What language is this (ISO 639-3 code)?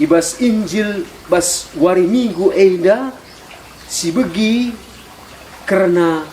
btx